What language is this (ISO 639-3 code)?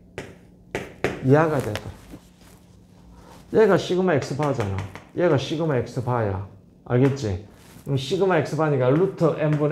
kor